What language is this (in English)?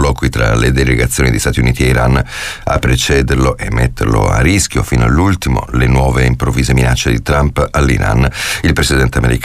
Italian